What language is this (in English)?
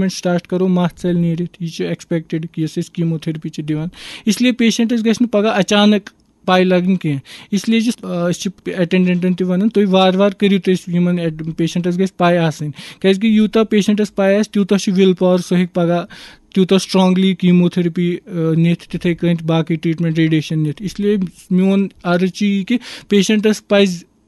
Kashmiri